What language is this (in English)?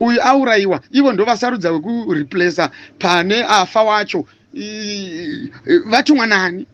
Shona